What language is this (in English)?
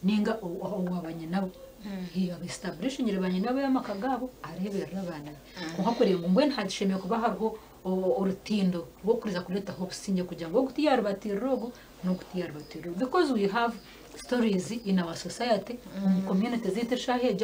Nyankole